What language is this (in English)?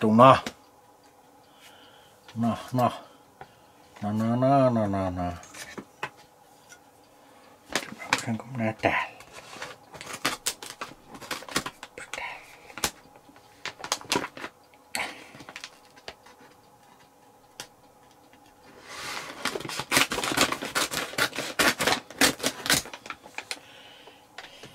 Finnish